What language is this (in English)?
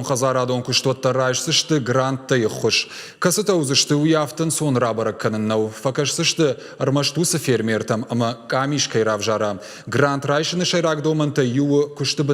Ossetic